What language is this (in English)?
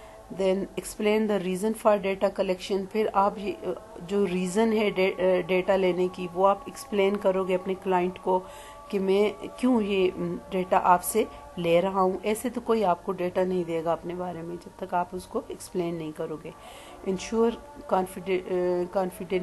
Urdu